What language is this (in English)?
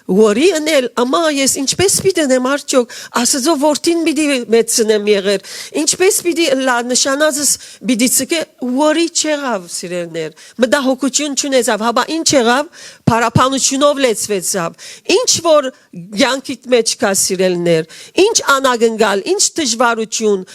Western Armenian